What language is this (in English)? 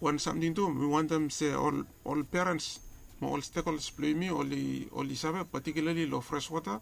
Bislama